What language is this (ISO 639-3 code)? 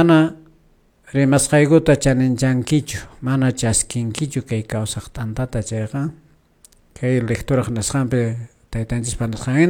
que